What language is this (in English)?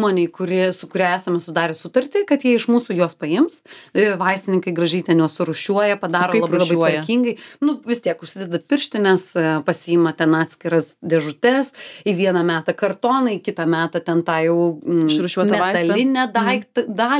Lithuanian